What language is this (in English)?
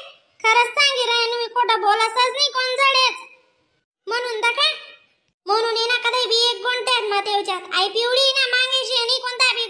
Khandesi